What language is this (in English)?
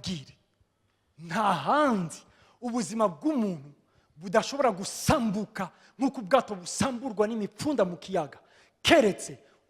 Rundi